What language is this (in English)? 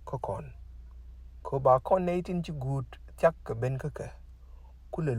Nuer